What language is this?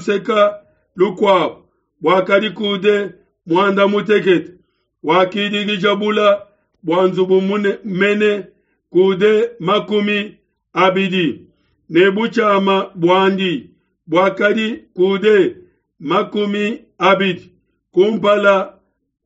Luba-Lulua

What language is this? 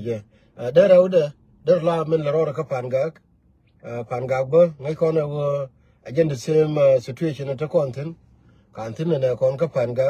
Nuer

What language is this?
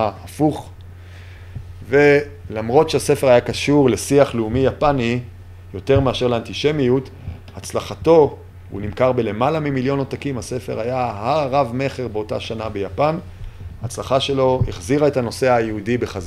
Hebrew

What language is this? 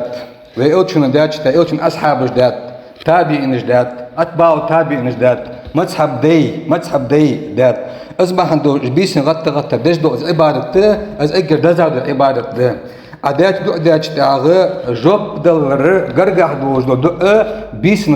Ingush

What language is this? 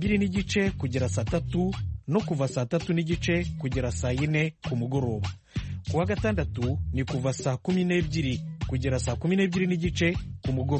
Kinyarwanda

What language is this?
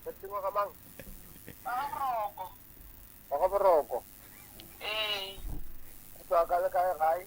Northern Sotho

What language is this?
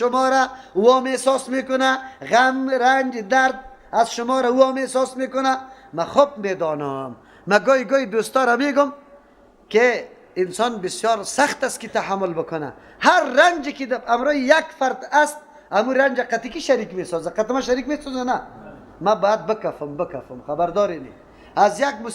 Persian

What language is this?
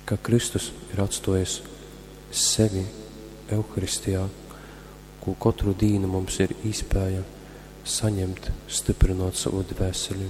Latgalian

